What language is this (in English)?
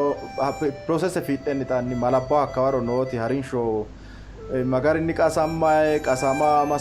Sidamo